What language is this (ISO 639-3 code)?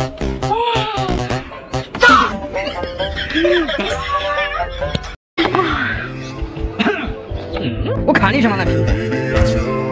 zho